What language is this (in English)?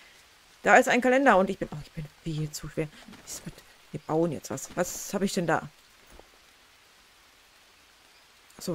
German